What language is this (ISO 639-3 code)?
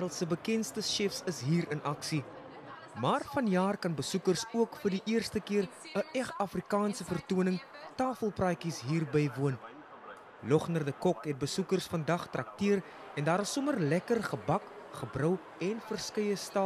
afr